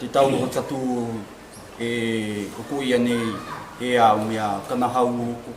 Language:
South Marquesan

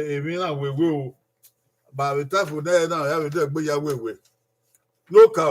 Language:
Bini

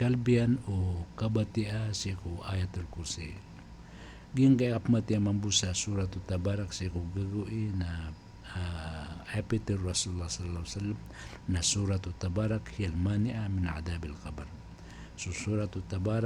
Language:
Maranao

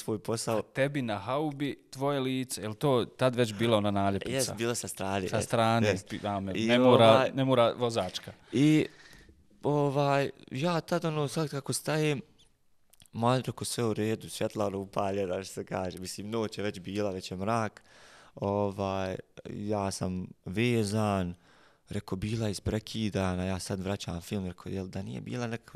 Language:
Bosnian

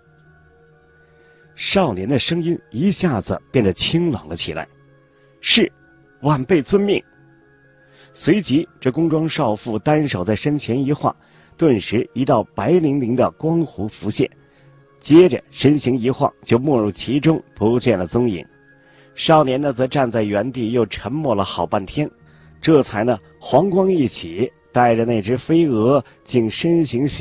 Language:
Chinese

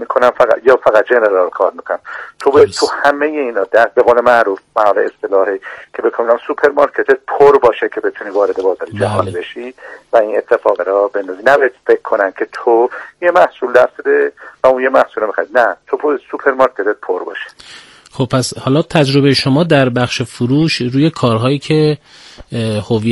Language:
Persian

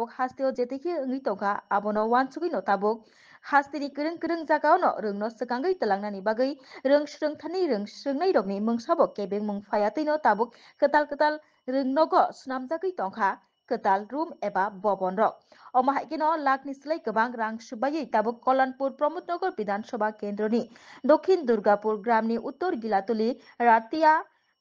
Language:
Kok Borok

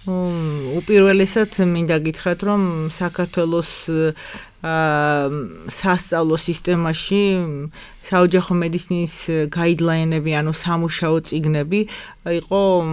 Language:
Georgian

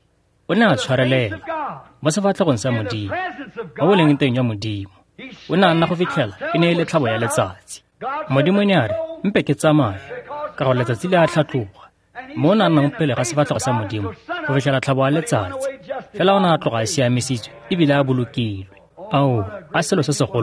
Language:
Tswana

